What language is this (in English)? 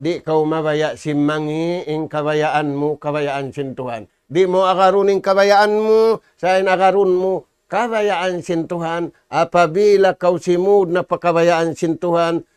Tausug